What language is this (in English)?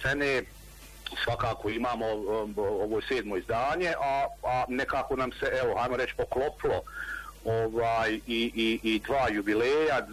Bosnian